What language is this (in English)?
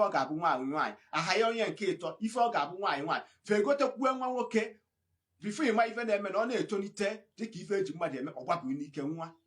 Igbo